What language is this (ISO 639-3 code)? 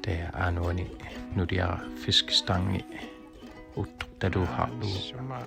kal